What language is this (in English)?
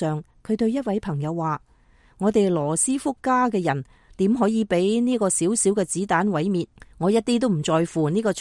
Cantonese